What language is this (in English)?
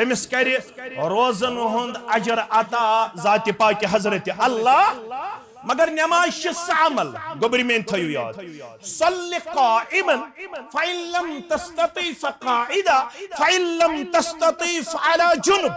Kashmiri